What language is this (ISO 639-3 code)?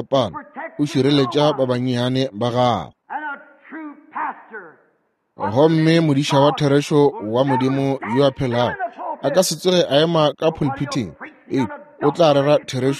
nso